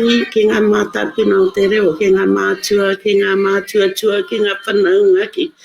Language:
Māori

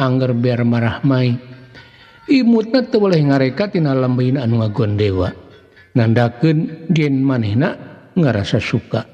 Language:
Sundanese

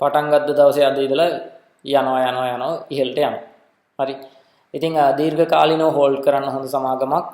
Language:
Sinhala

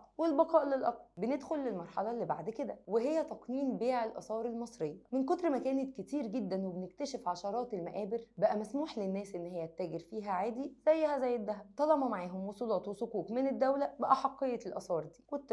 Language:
Egyptian Arabic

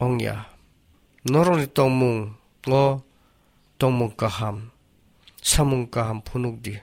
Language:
Kok Borok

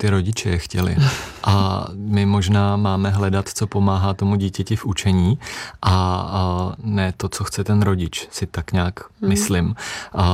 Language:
Czech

